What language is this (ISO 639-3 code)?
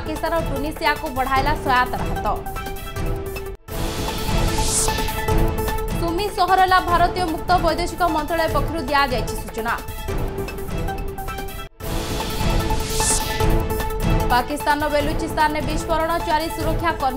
ori